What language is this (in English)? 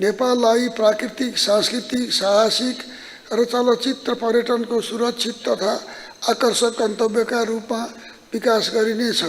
Nepali